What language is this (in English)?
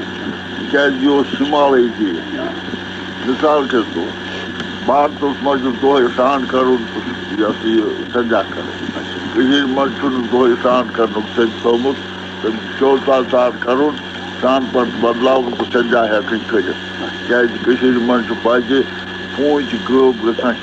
Kashmiri